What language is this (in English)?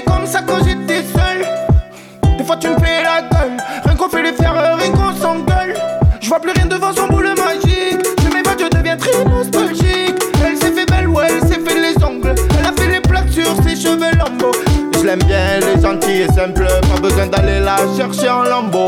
French